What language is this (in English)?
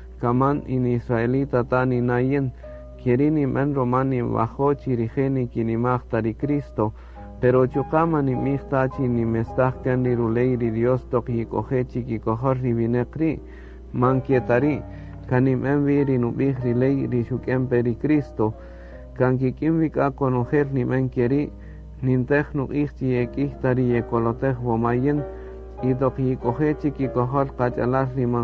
Kaqchikel